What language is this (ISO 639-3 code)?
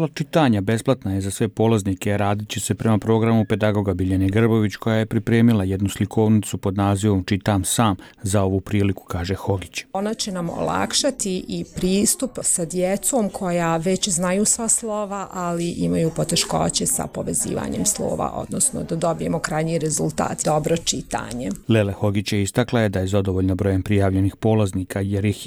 hrv